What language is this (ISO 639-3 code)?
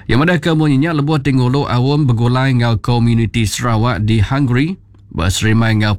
iba